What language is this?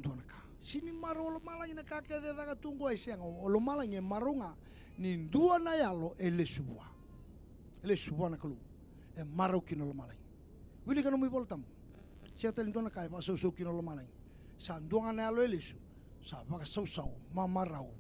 Fijian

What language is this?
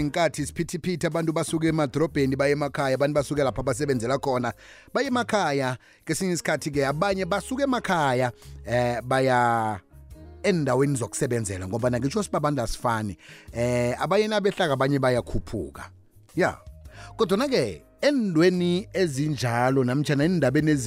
South Ndebele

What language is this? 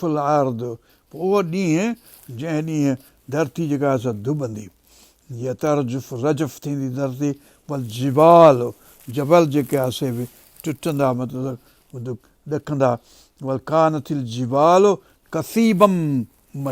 Sindhi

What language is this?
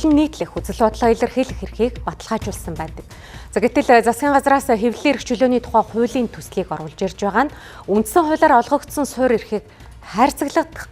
Mongolian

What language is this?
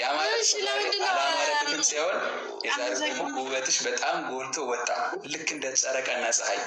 Amharic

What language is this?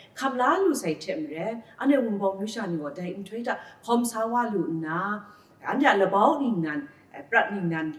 Kachin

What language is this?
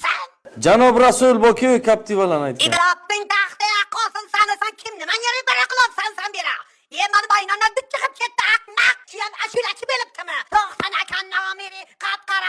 Uzbek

